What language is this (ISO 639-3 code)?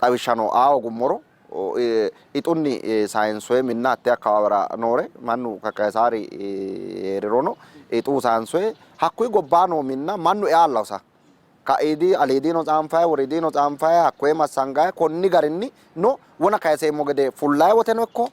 sid